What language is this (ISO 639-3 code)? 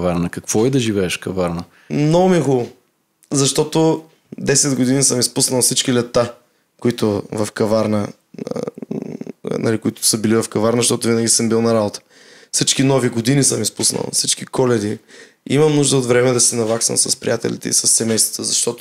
bul